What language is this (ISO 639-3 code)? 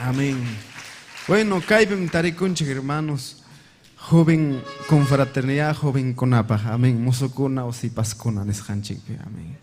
quy